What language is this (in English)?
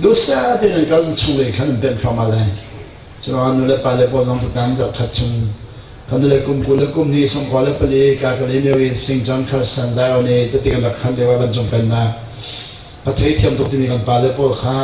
Hakha Chin